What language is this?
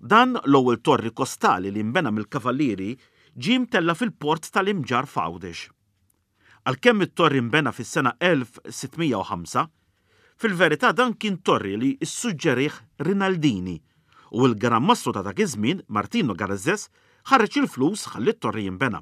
Maltese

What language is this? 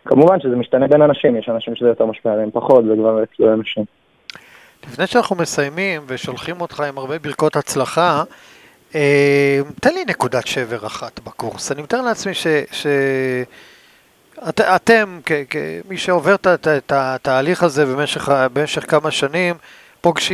Hebrew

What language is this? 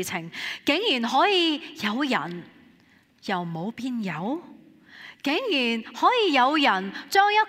Cantonese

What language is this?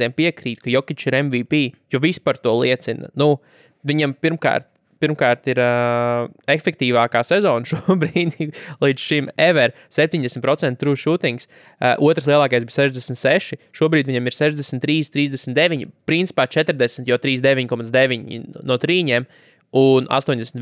Latvian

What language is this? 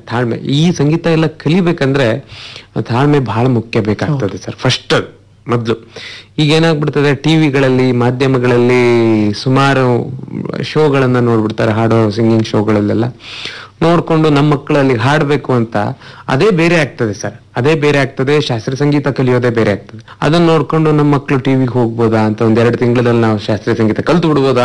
Kannada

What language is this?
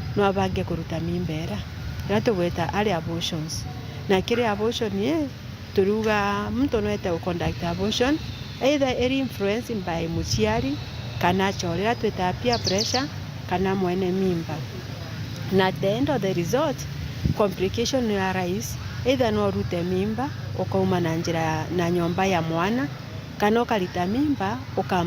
Meru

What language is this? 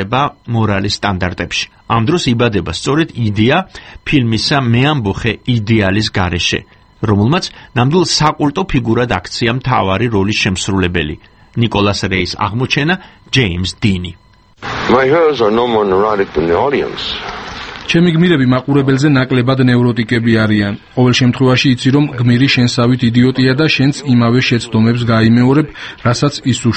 Georgian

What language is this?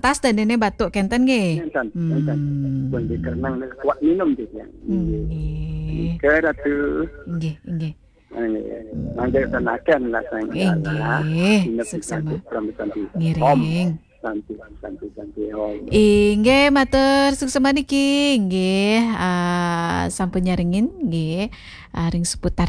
Balinese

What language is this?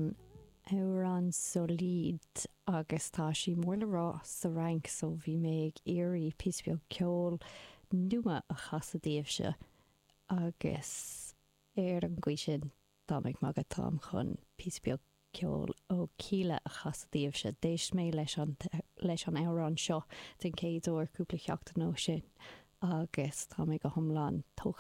Irish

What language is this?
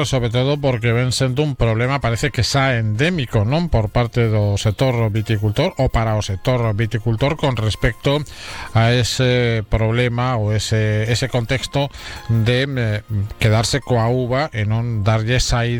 Galician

